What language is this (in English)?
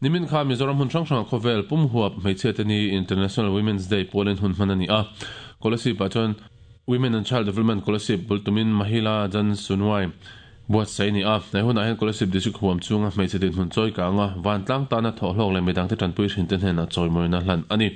Mizo